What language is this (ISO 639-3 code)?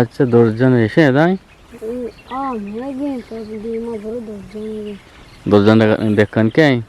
bgp